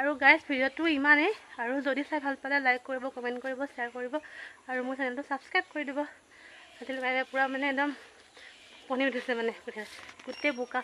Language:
Assamese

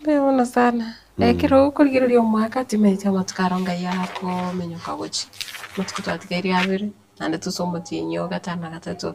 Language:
Gusii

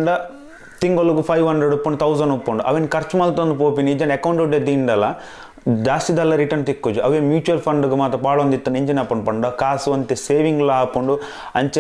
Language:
Tulu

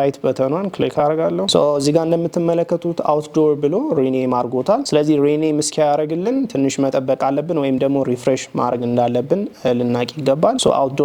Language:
Amharic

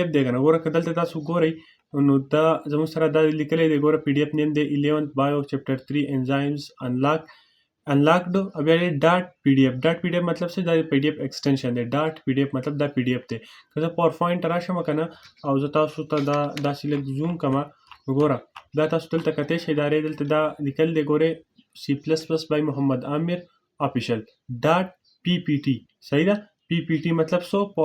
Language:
Pashto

